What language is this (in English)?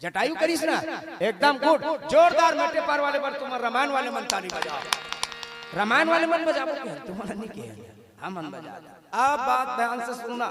Chhattisgarhi